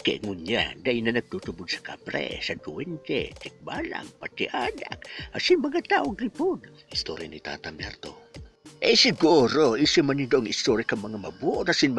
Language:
Bikol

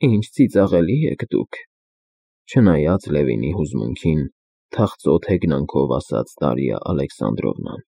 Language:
Armenian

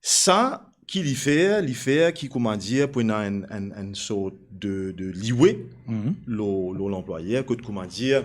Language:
Morisyen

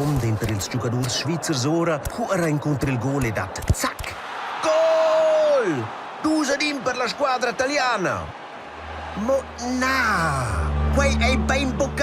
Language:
Romansh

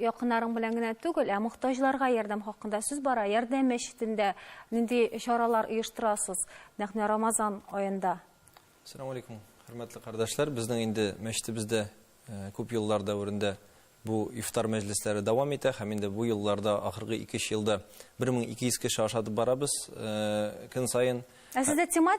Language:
Tatar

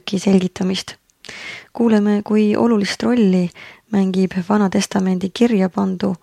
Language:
Estonian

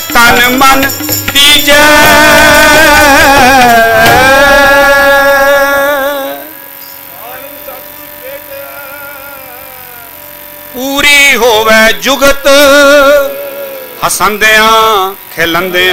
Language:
Punjabi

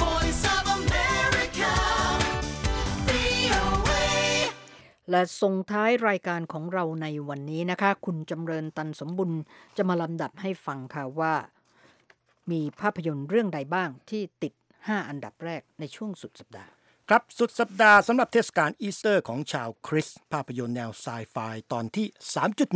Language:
Thai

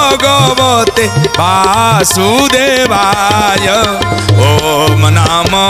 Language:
Odia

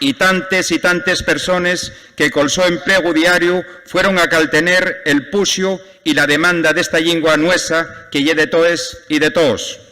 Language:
Asturian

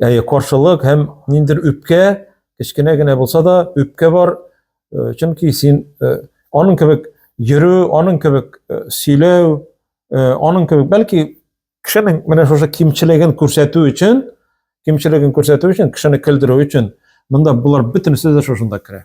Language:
Tatar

